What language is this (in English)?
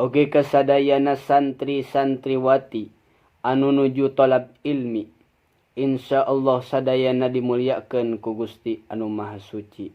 Sundanese